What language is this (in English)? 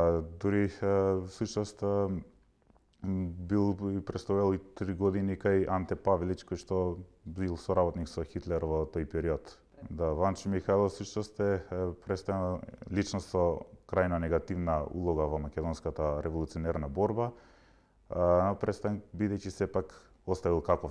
Macedonian